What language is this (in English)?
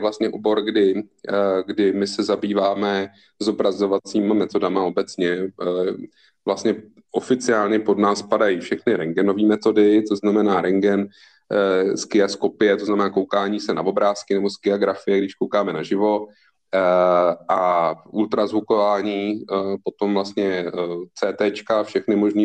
Czech